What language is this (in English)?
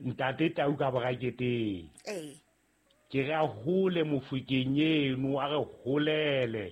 Southern Sotho